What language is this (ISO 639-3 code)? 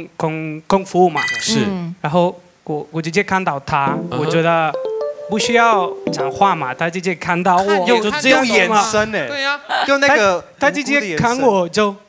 zho